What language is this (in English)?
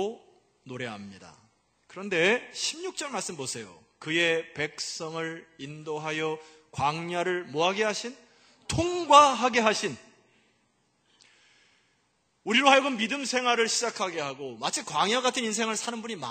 Korean